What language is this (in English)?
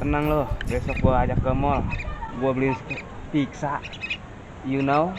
Betawi